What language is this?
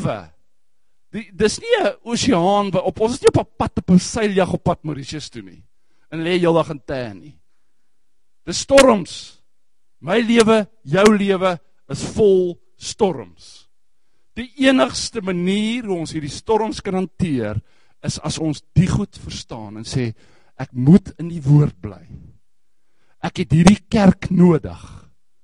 Afrikaans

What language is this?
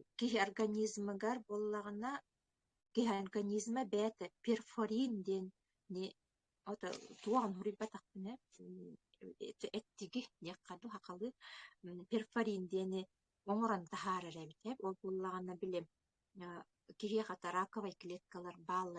Yakut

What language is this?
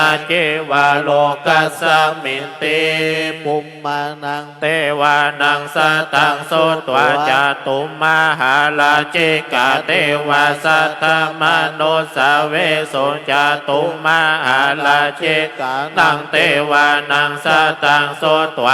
Pali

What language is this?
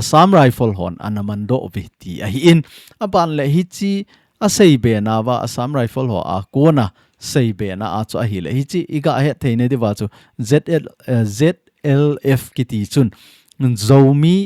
Thado Chin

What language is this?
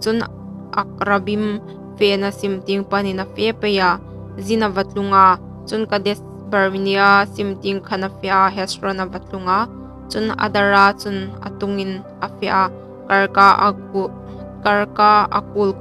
Hmar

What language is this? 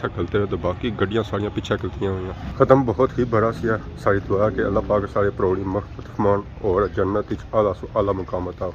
Pahari-Potwari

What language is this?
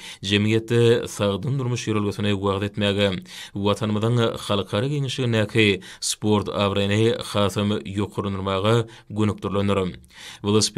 Turkmen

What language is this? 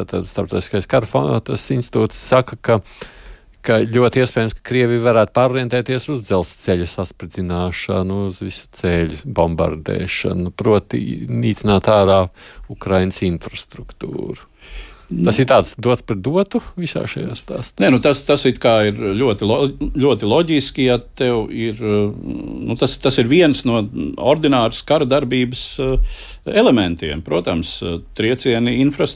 Latvian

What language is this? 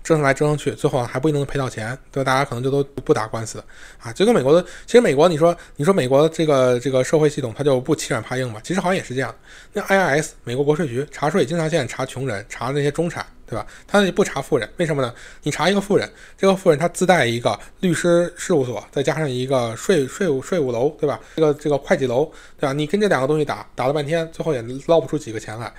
Chinese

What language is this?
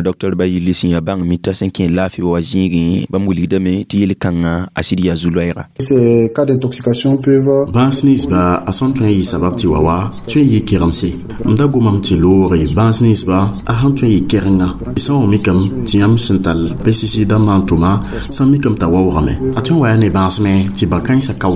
Mossi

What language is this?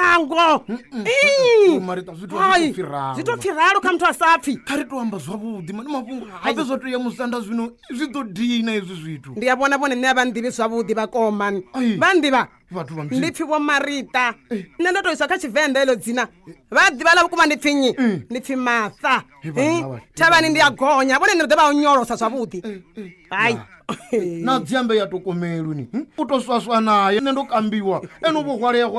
Venda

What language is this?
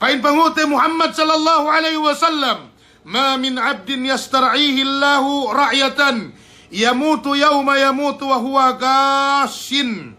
Yakan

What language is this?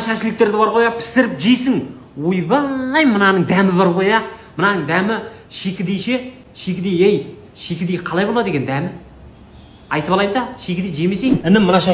Kazakh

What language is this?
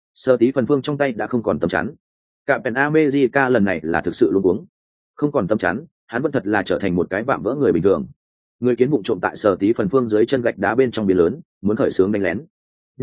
Vietnamese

